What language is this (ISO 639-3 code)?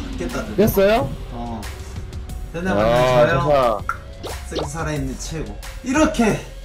kor